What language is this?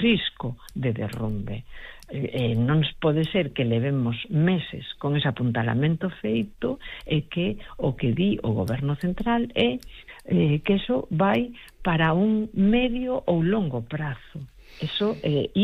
Galician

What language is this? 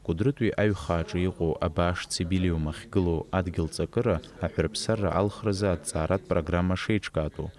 Abkhazian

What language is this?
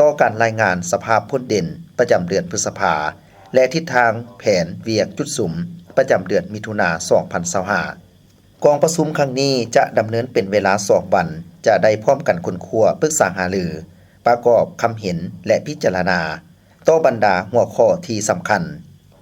Lao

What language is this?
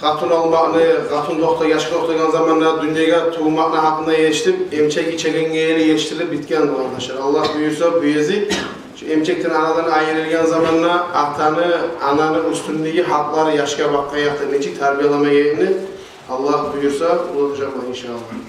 Kumyk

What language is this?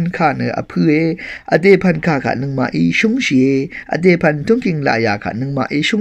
Rawang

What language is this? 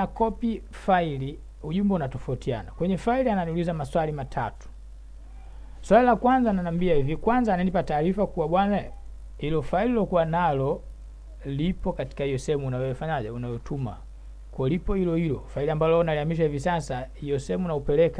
Swahili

